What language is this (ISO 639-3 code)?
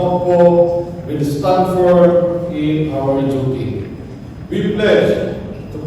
hil